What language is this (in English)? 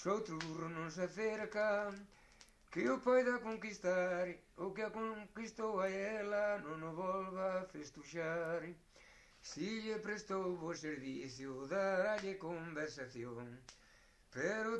Galician